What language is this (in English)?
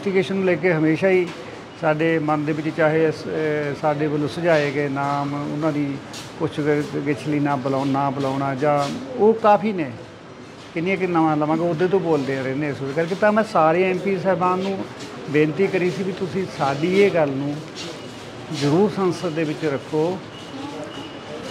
Punjabi